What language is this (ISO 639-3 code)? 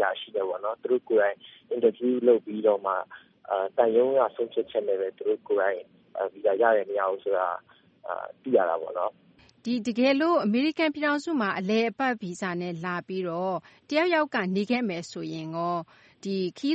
mya